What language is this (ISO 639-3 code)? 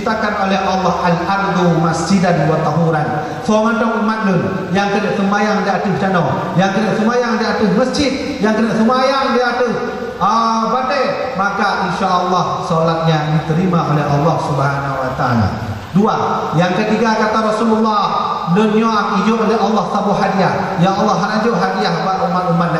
ace